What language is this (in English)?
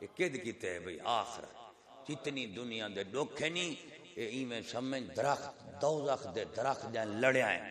Saraiki